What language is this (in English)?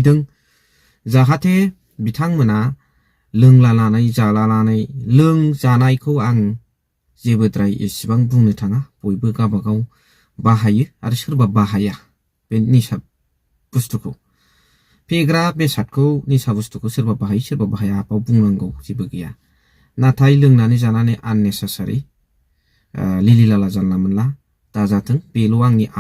Bodo